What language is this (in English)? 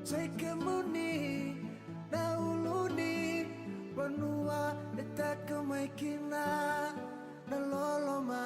Fijian